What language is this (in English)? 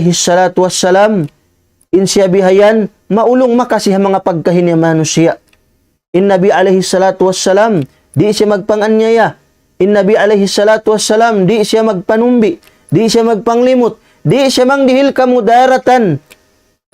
Tausug